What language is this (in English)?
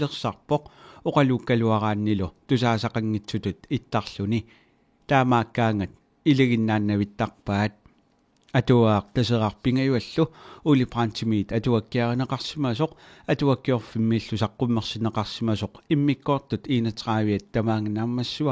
Kalaallisut